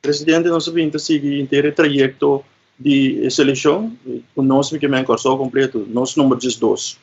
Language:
Papiamento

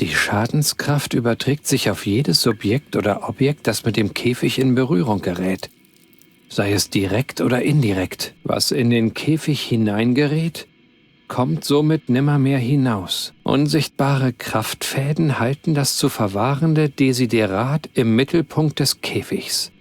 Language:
Bavarian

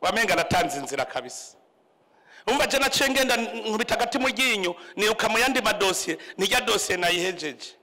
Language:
Rundi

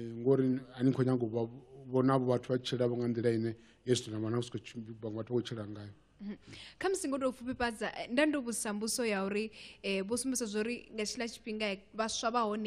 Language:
Venda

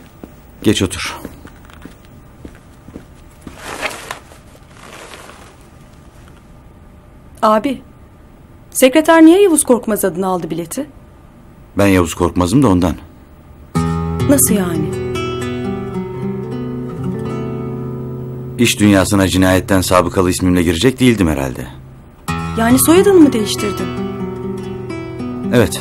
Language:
Turkish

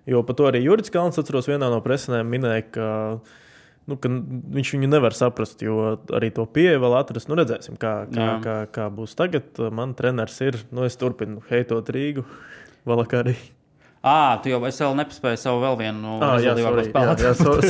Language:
Latvian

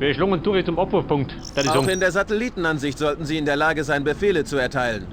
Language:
Bavarian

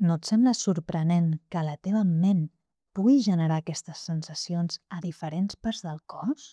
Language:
Catalan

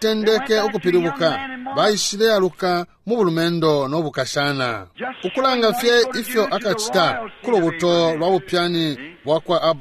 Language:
Bemba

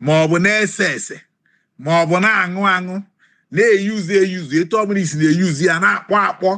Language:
Igbo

